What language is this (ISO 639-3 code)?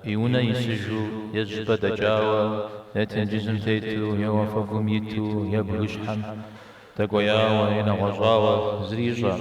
kbd